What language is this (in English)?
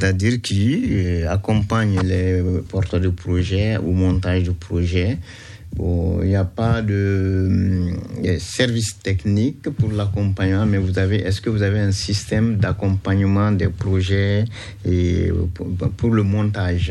French